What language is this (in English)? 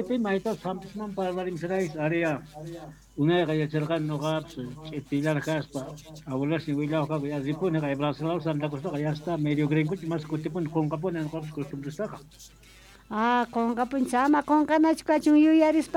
South Bolivian Quechua